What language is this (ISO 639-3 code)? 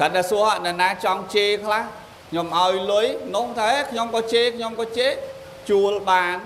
khm